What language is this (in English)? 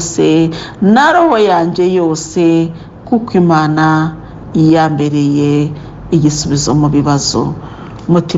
Kinyarwanda